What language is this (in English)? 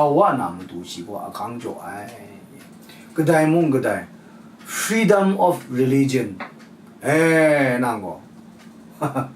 Kachin